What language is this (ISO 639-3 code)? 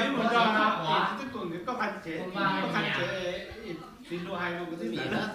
hmn